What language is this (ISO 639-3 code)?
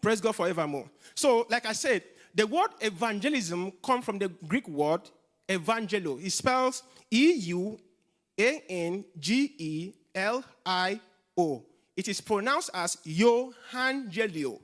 eng